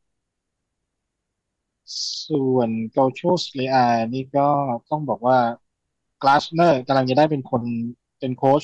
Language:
Thai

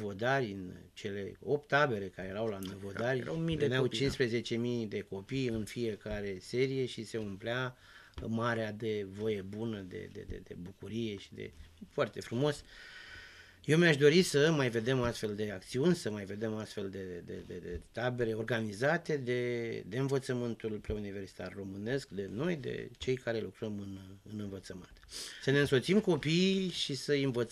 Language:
Romanian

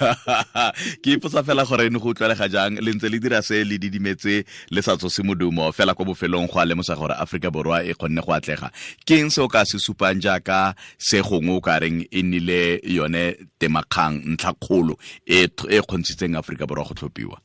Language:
Tswana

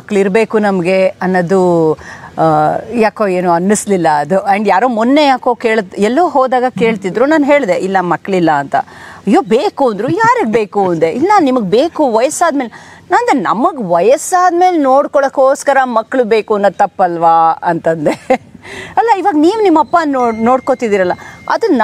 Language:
Kannada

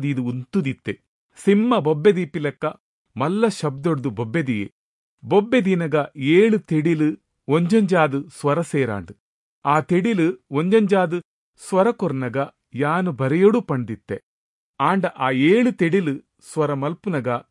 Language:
Tulu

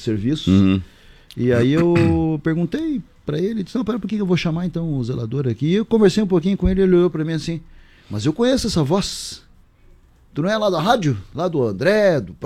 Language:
Portuguese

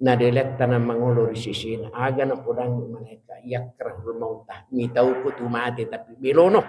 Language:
Buginese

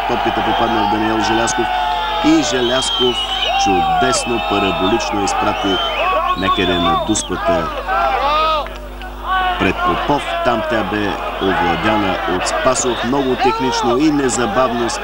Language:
Bulgarian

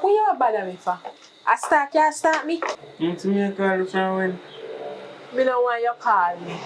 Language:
Jamaican Creole English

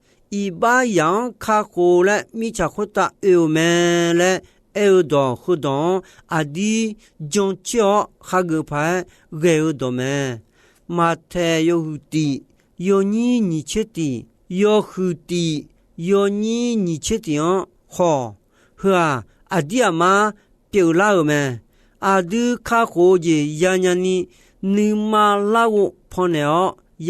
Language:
Akha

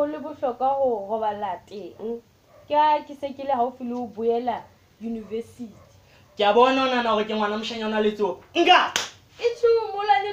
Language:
Southern Sotho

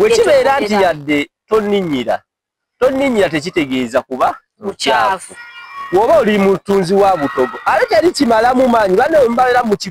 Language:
Ganda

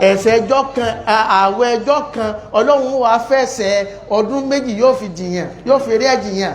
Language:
Yoruba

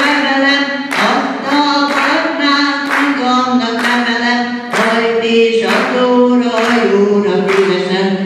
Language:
Hungarian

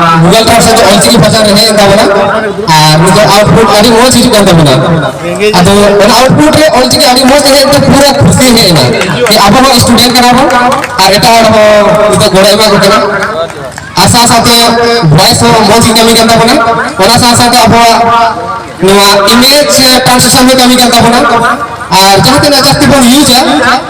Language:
Santali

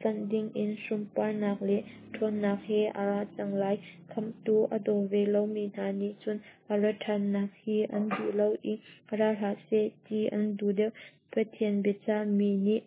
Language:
Hakha Chin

